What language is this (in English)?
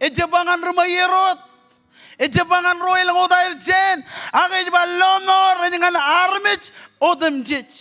Marshallese